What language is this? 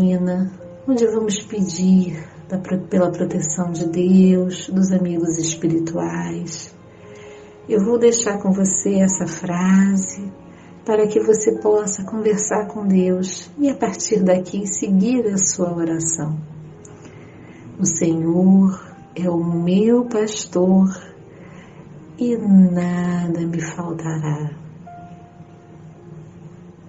Portuguese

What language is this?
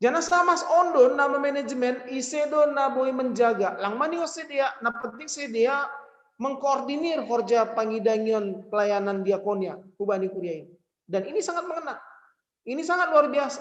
Batak Simalungun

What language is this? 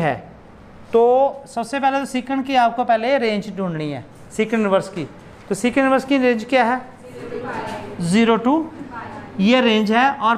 Hindi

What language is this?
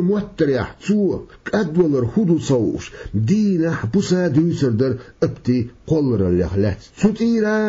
Chechen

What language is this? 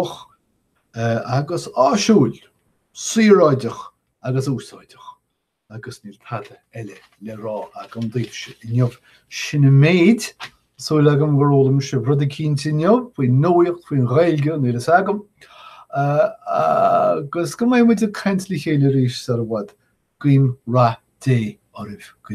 Irish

